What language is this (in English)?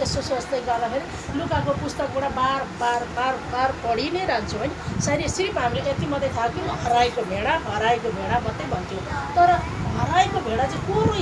Nepali